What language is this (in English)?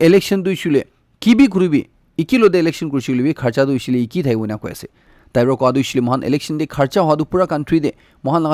Naga Pidgin